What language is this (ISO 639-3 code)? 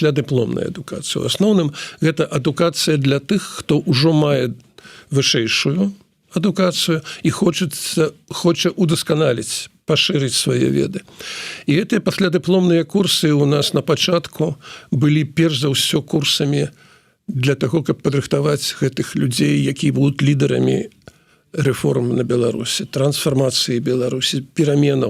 bel